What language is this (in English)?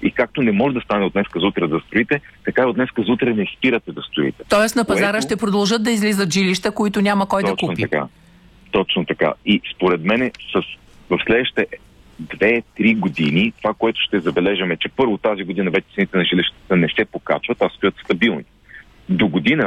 Bulgarian